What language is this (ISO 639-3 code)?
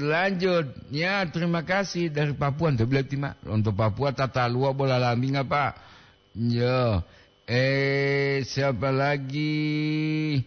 gor